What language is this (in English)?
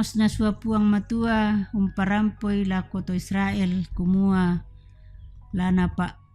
Toraja-Sa'dan